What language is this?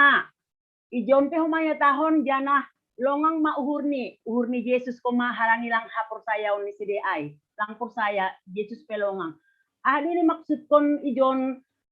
Batak Simalungun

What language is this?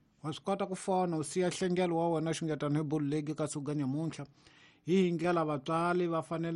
Tsonga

